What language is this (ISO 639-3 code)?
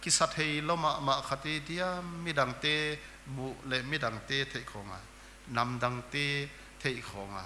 pck